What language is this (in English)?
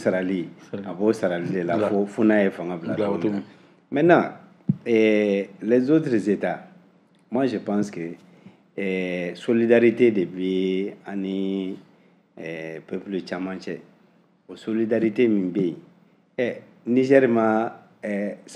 Bambara